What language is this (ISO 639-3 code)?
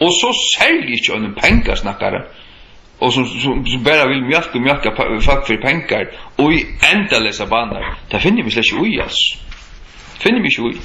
fao